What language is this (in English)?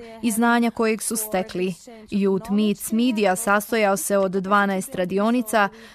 Bosnian